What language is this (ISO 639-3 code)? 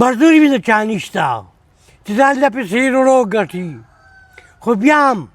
pus